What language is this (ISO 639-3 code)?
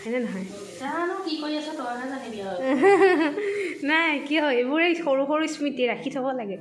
asm